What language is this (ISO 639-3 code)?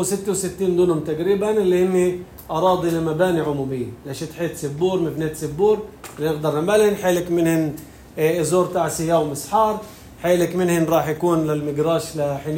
apc